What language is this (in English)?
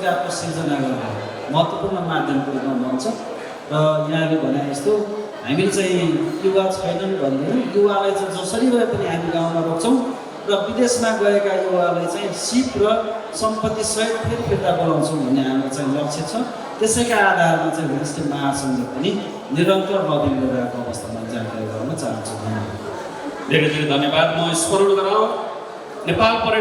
Nepali